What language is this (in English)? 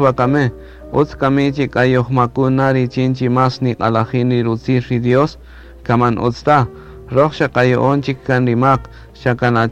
Kaqchikel